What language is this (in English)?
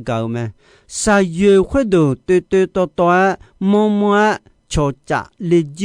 Akha